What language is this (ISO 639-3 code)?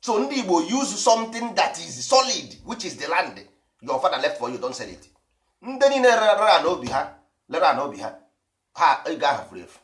ibo